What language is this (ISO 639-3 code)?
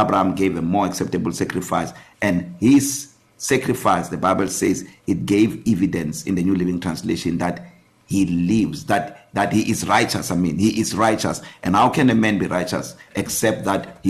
eng